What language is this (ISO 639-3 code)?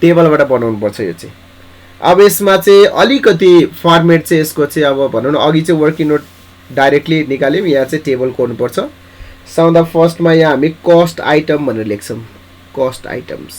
nep